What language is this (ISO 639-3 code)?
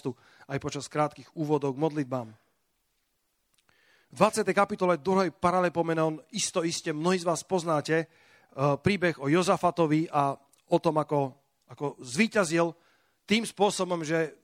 slk